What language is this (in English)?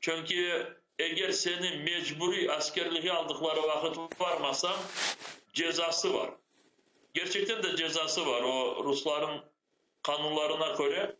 Crimean Tatar